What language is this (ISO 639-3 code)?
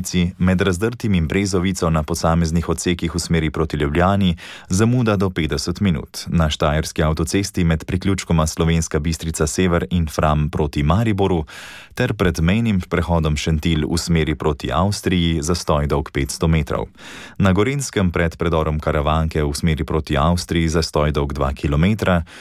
slv